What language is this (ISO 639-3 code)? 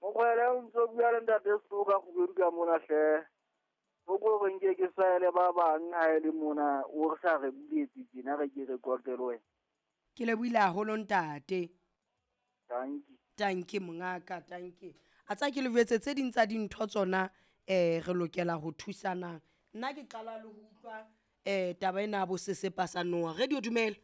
sot